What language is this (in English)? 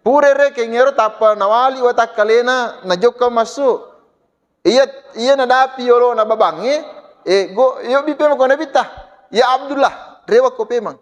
Buginese